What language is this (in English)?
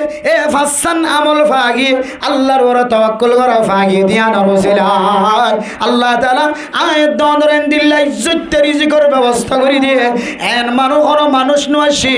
Rohingya